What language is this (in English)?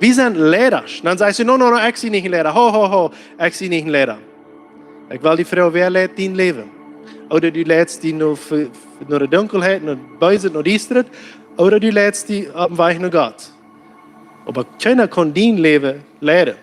Plautdietsch